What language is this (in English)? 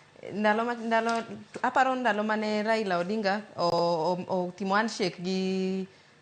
Luo (Kenya and Tanzania)